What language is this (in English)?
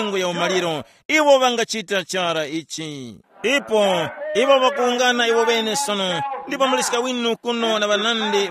Tumbuka